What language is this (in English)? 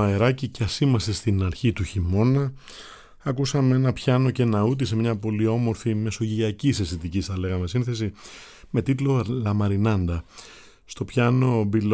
Greek